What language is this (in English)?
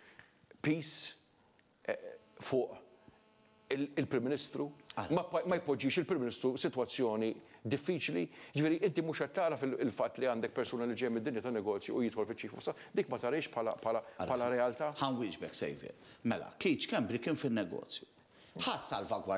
Maltese